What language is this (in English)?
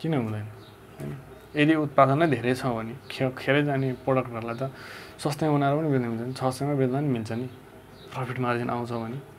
Nepali